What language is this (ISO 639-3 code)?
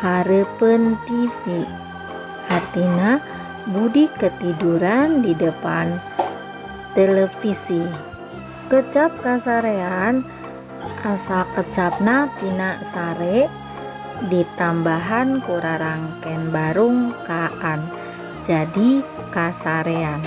sun